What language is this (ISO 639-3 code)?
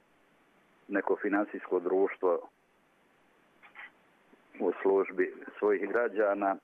hrv